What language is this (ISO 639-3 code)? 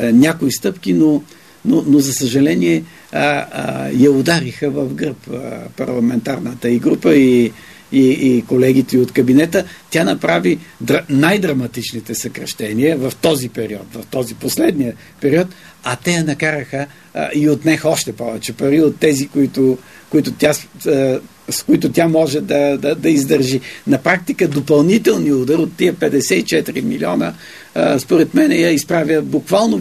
bul